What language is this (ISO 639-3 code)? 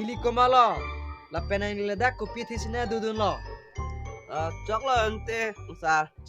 mjw